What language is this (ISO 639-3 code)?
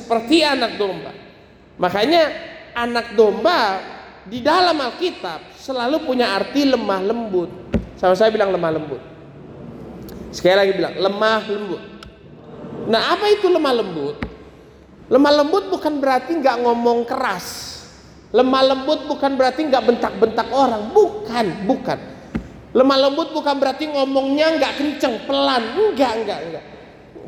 ind